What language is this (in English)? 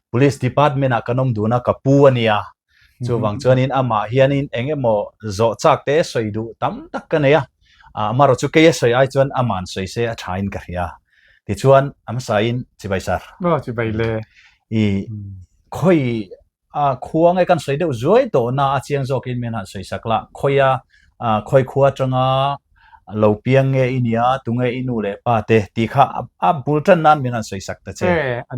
Mizo